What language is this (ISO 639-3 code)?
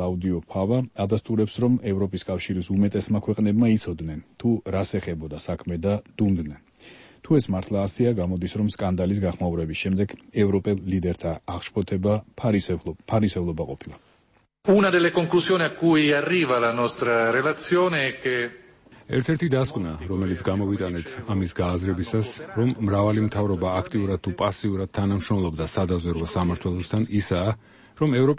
kat